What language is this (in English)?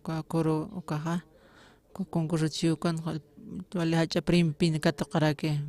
Aymara